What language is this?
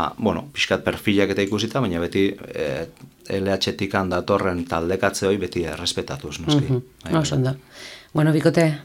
Basque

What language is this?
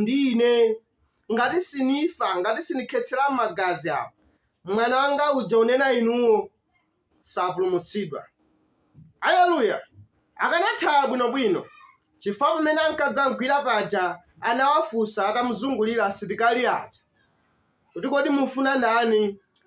Nyanja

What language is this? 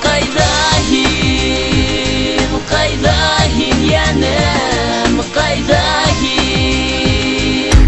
Bashkir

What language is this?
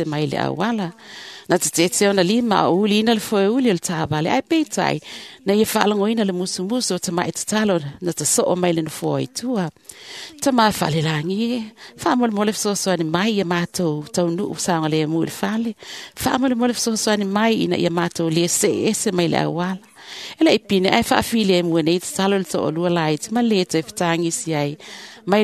Samoan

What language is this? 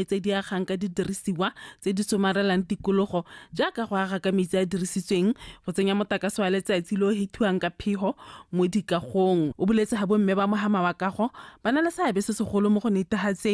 Tswana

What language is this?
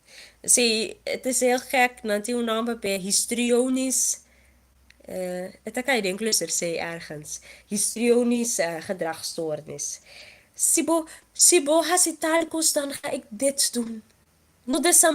Papiamento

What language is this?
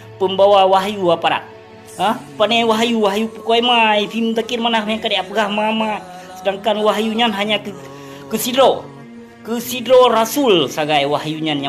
Achinese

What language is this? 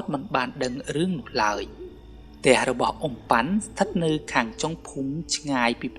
Khmer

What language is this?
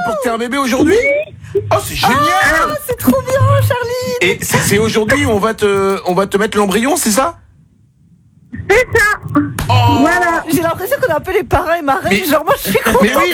French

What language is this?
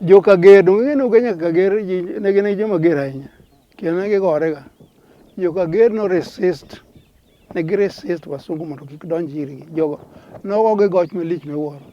Luo (Kenya and Tanzania)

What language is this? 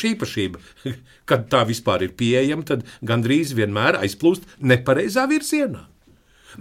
Latvian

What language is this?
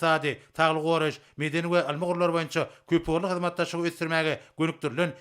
Turkmen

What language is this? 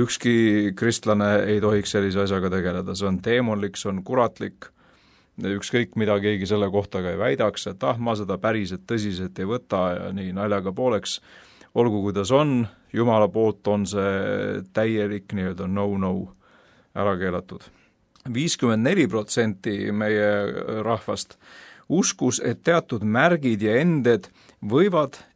Estonian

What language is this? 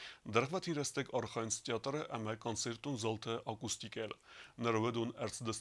Ossetic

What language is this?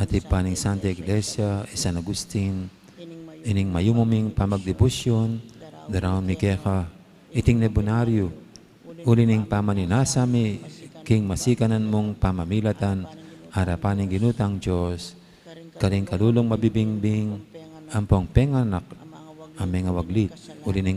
Pampanga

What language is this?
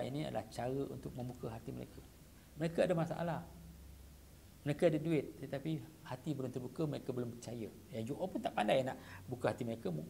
Malay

